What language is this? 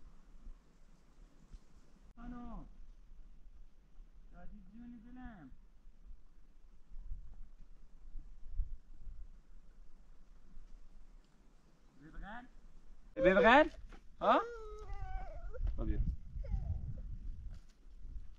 Persian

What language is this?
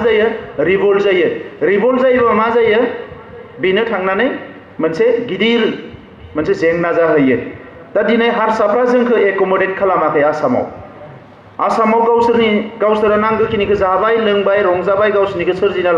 Bodo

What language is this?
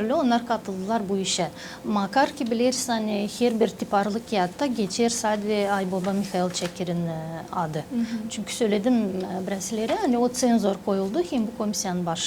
Gagauz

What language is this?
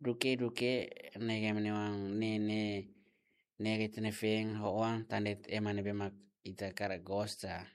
Tetum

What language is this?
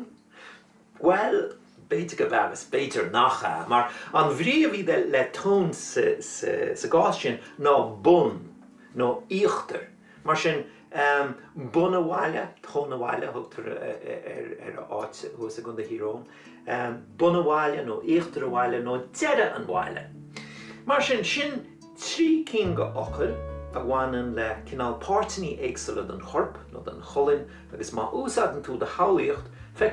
Irish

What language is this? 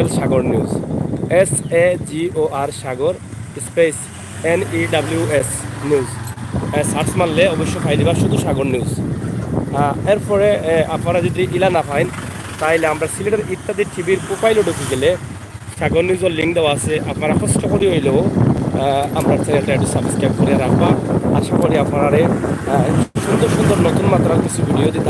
Sylheti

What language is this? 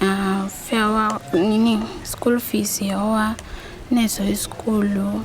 Kamba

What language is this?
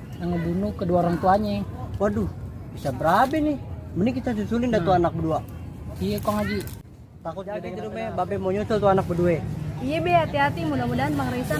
Betawi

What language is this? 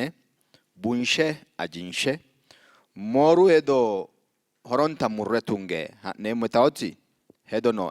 Sidamo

